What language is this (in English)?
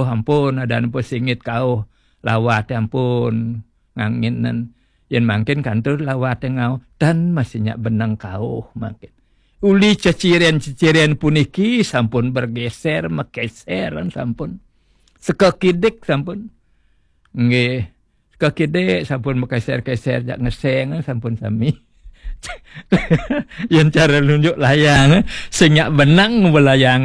Balinese